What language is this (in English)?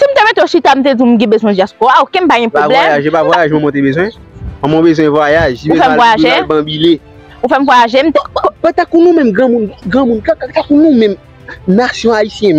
Haitian Creole